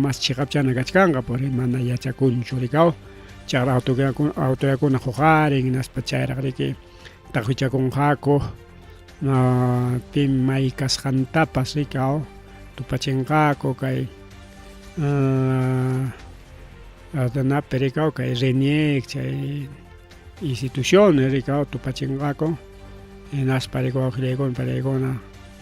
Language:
Ayacucho Quechua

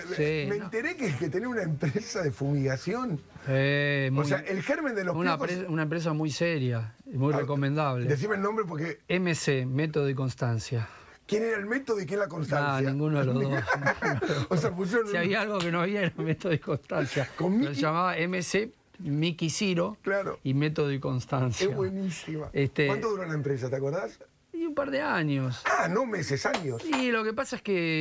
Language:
Spanish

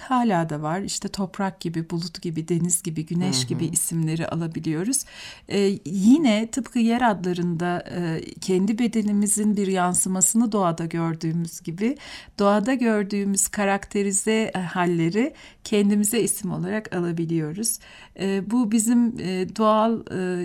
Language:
Turkish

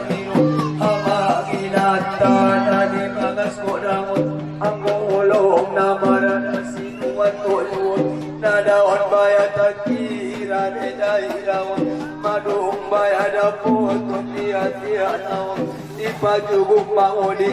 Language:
Batak Angkola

